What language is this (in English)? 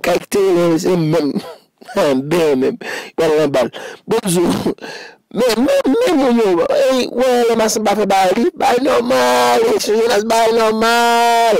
Haitian Creole